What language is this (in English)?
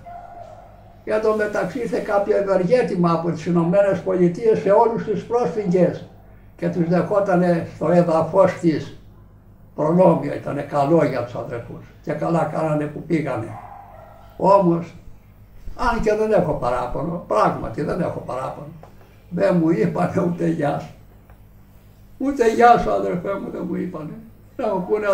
Greek